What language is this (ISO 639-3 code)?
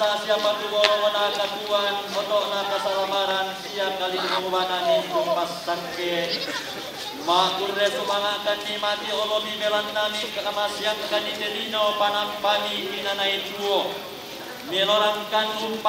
sda